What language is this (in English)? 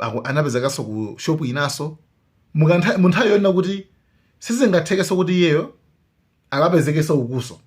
Nyanja